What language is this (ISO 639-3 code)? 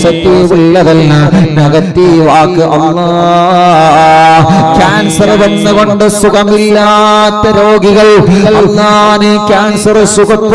mal